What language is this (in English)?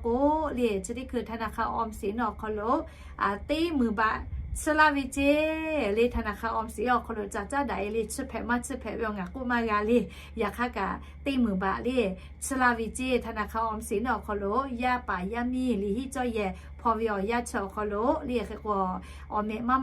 Lahu